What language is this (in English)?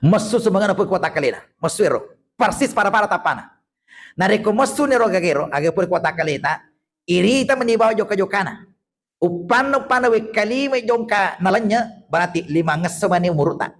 Buginese